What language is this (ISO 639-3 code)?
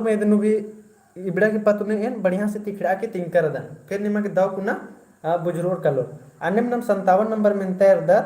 kru